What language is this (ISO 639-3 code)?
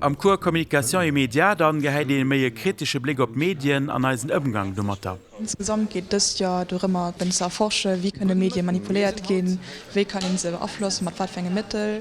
ltz